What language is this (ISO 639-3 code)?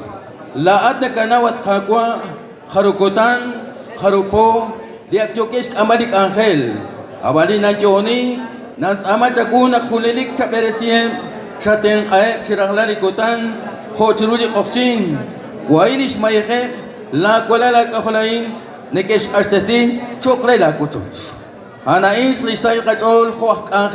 kek